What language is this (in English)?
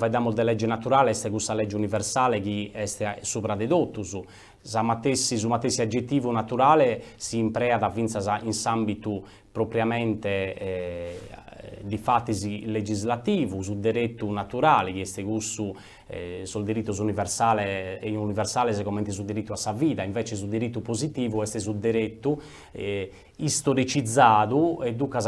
Sardinian